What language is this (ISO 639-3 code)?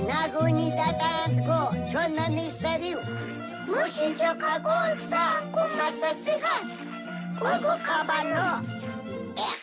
lbe